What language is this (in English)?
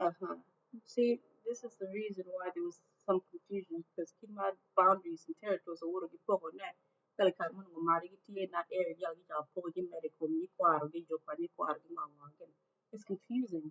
Acoli